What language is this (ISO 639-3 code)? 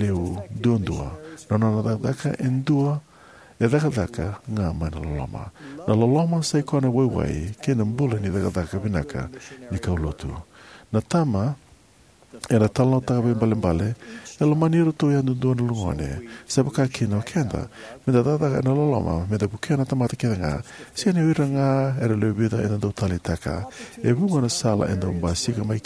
fij